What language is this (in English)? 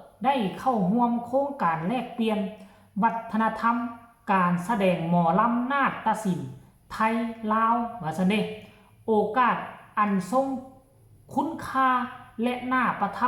Northeastern Thai